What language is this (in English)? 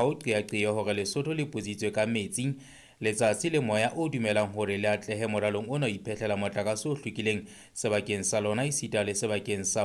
Southern Sotho